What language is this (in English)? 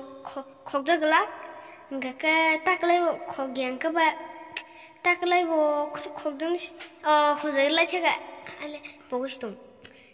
Kok Borok